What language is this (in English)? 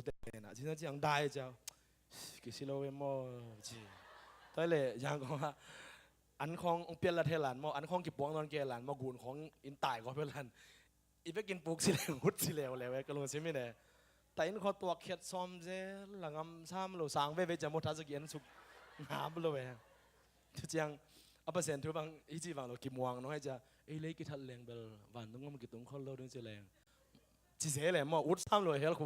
Tedim Chin